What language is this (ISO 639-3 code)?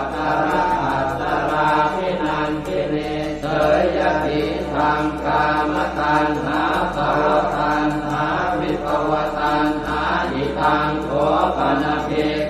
pli